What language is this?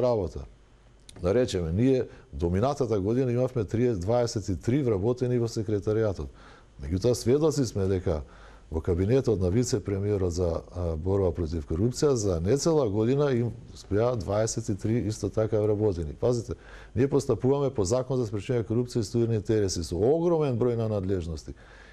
Macedonian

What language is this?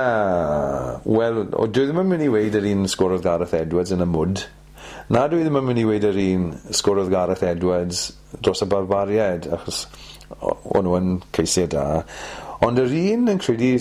Welsh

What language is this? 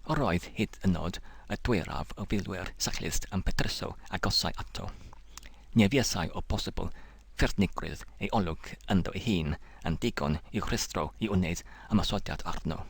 Welsh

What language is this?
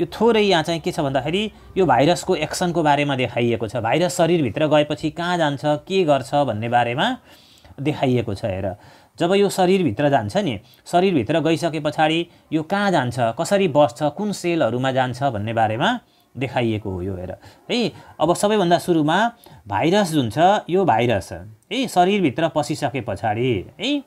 Nepali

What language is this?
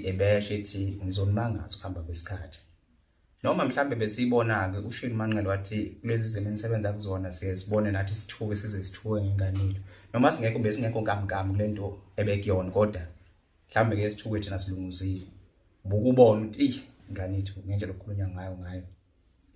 Zulu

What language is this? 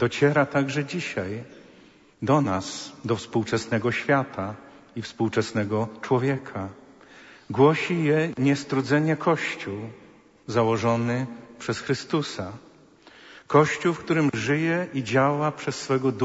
Polish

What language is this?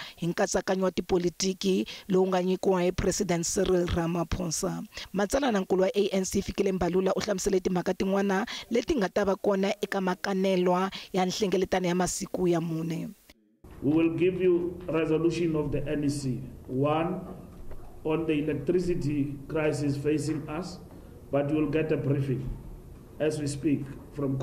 Tsonga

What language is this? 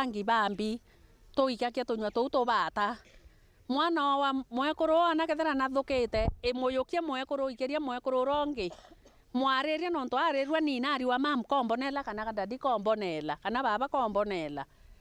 Meru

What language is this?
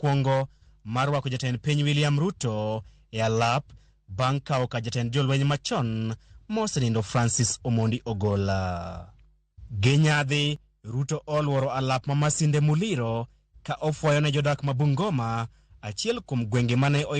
Luo (Kenya and Tanzania)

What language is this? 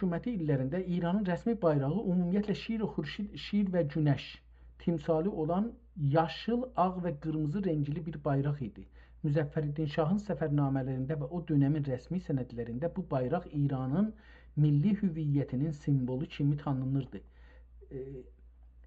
South Azerbaijani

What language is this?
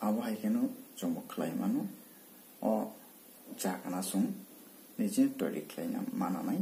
Kok Borok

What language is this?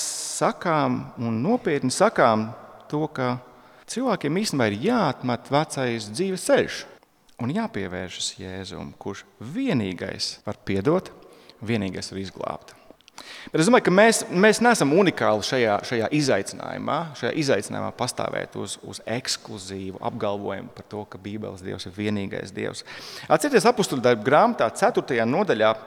Latvian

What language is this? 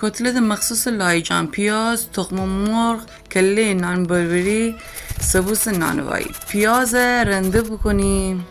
Gilaki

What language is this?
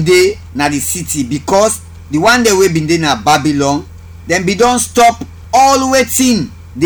Krio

